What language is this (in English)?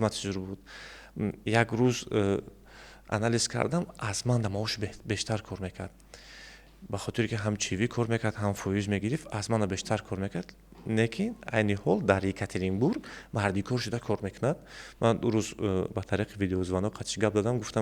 Tajik